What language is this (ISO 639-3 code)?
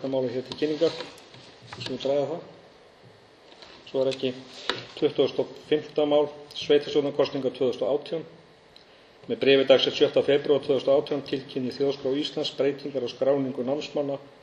isl